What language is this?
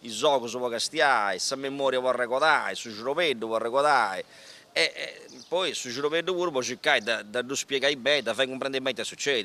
Sardinian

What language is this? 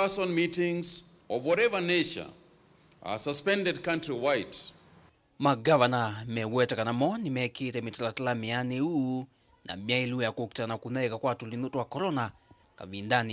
Kamba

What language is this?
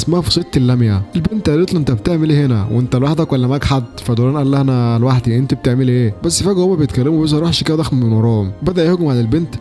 Egyptian Arabic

